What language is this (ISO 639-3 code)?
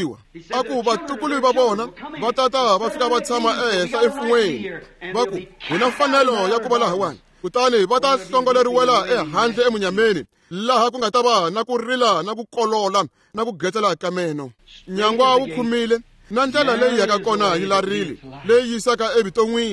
tso